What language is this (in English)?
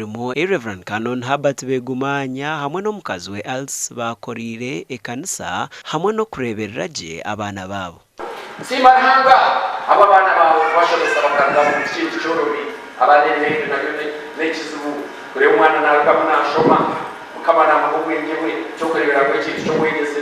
Nyankole